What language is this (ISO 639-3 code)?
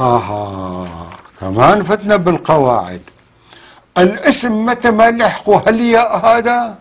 apc